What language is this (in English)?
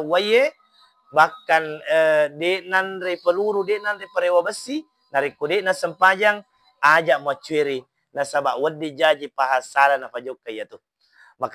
Buginese